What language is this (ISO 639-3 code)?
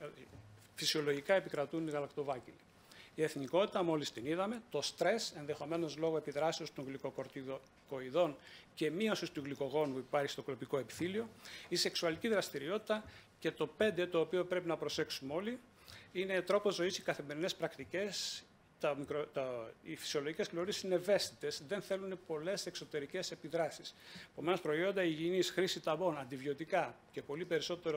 ell